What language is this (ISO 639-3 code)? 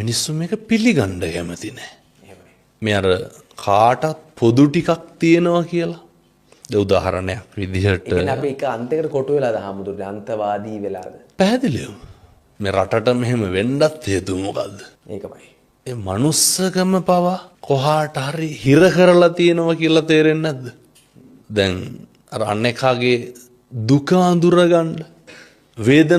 sin